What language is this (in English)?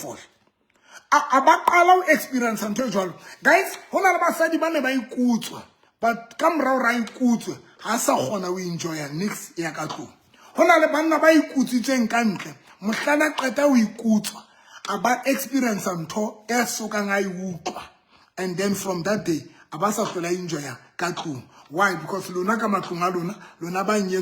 Southern Sotho